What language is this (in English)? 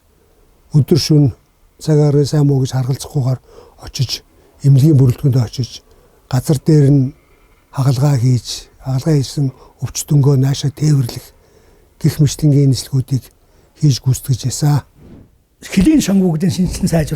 Mongolian